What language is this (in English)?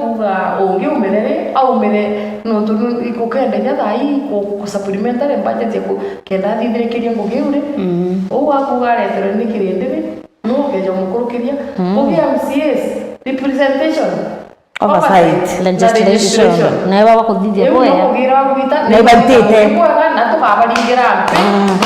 Meru